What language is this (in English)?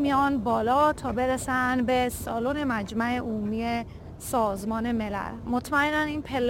Persian